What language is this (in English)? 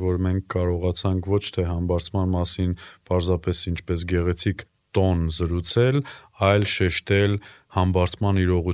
Armenian